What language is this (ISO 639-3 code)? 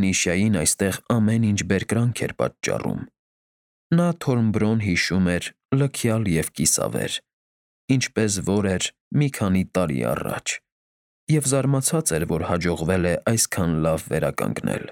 hye